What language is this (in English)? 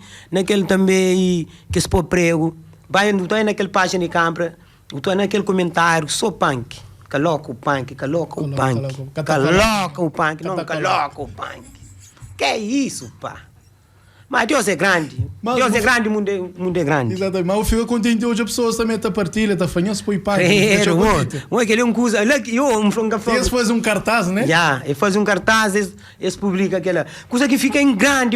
Kabuverdianu